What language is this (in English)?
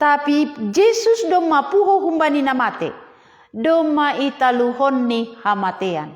Batak Simalungun